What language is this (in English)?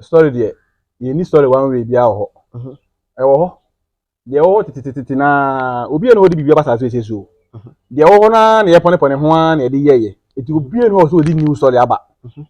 Akan